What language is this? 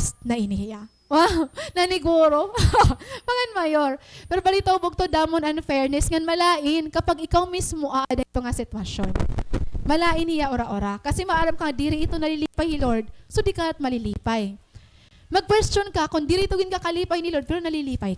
Waray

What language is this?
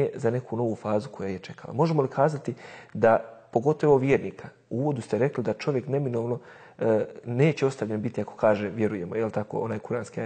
Bosnian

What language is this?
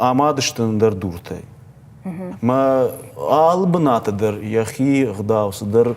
Ossetic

